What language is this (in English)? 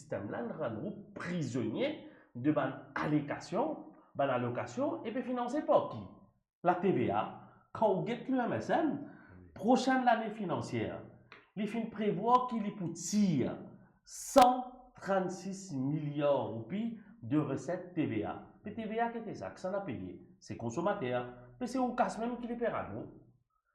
Morisyen